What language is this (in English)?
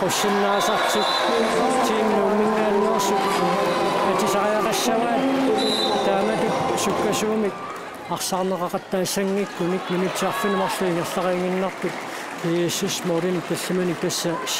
Kalaallisut